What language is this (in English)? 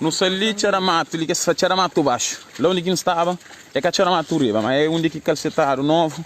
Kabuverdianu